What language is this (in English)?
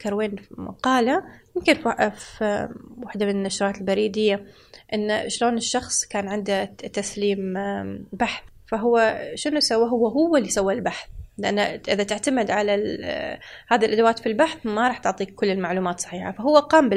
Gulf Arabic